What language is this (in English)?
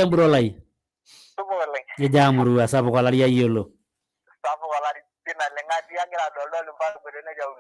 Masai